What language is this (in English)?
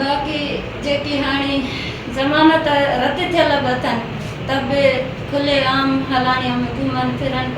Sindhi